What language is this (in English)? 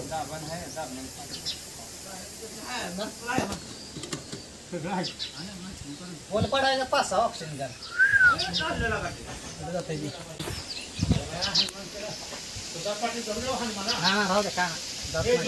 Marathi